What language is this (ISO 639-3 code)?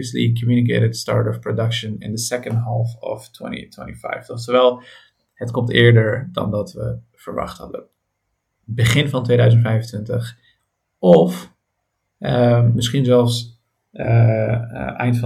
nld